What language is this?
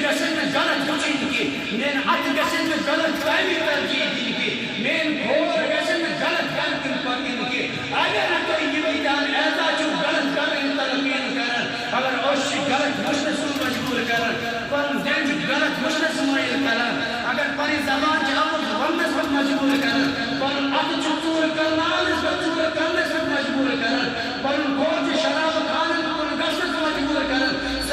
Kashmiri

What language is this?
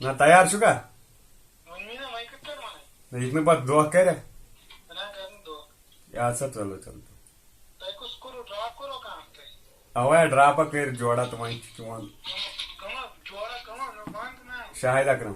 Kashmiri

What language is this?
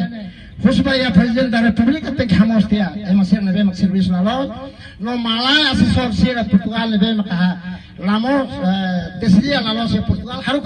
Tetum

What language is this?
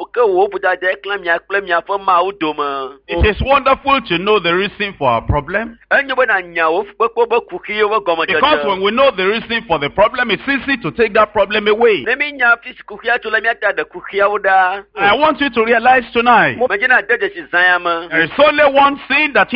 Ewe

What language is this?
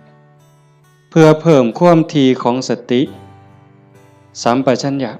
Lao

